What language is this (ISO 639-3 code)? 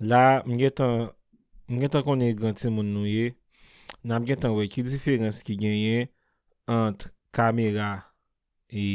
hat